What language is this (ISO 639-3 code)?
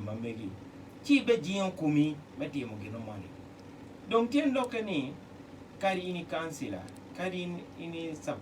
ach